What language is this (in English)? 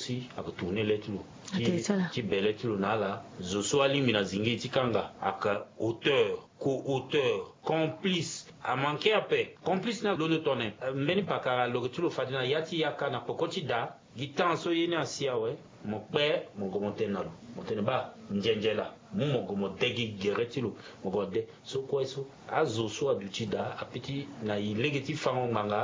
Sango